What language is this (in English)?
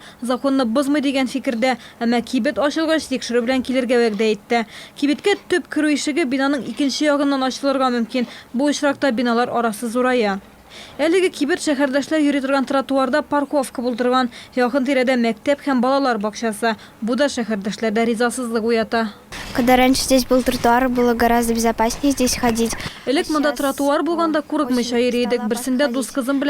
Tatar